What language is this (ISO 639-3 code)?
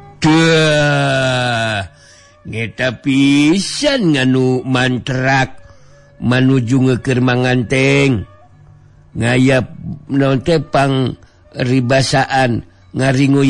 sun